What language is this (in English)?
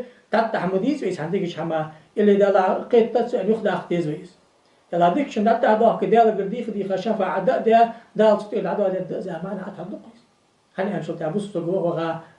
Ingush